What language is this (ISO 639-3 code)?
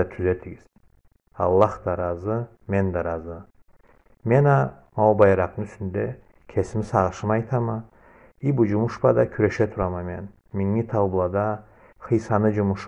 krc